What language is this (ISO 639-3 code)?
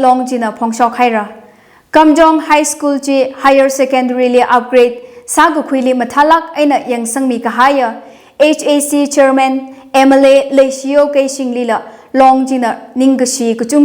nmf